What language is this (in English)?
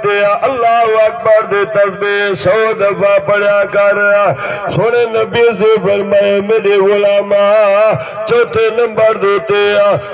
Saraiki